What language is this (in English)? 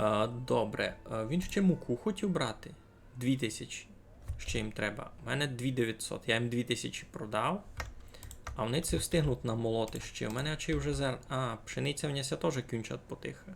Rusyn